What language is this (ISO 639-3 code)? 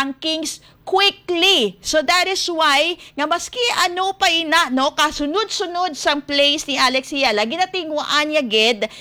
hil